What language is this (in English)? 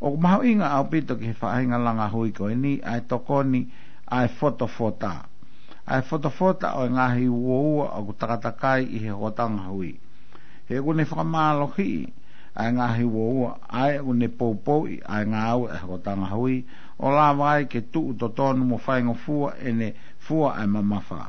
Tongan